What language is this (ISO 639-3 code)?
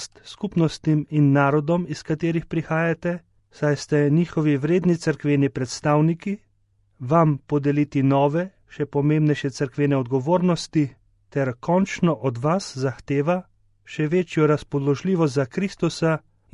slv